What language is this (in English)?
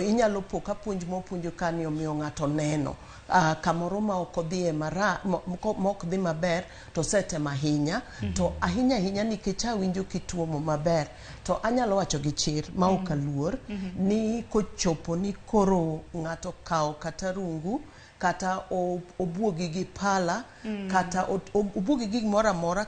Luo (Kenya and Tanzania)